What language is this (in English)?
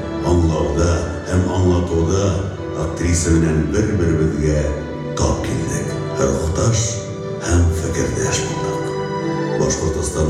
Bashkir